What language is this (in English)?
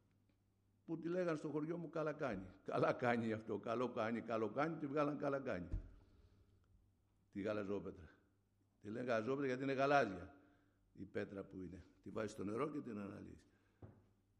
Greek